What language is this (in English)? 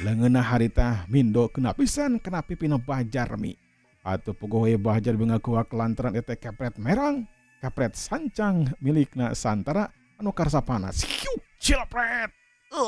Sundanese